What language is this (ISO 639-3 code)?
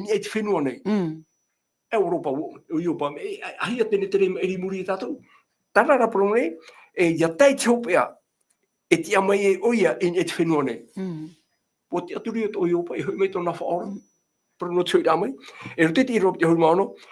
tah